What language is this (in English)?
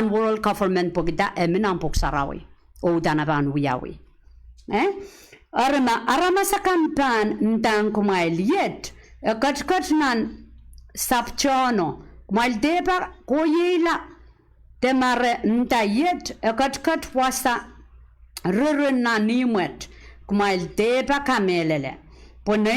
Pohnpeian